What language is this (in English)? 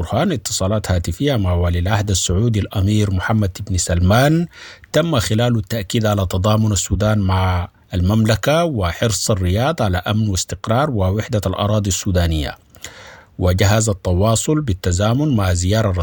Sudanese Arabic